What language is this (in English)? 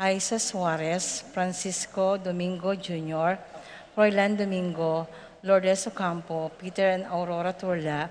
Pampanga